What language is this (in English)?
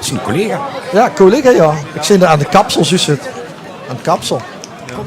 Limburgish